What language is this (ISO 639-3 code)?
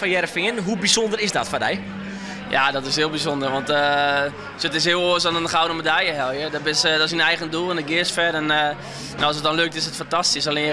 fry